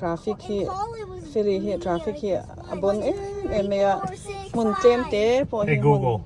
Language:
Mizo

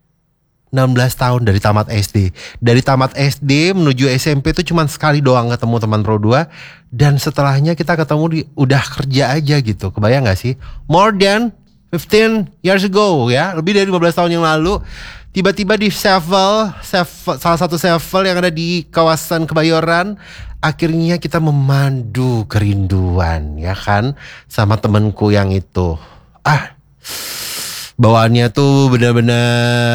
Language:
Indonesian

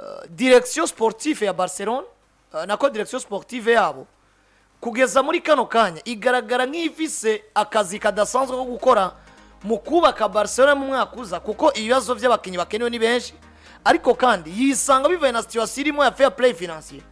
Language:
Rundi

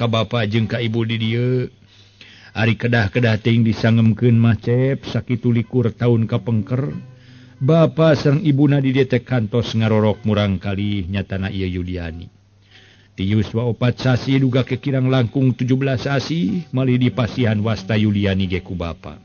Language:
Sundanese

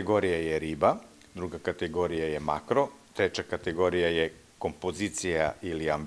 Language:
Serbian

